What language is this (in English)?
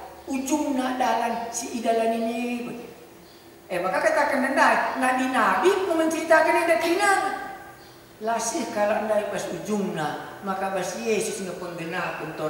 Batak Karo